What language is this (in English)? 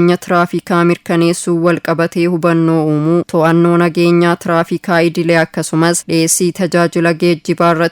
Oromo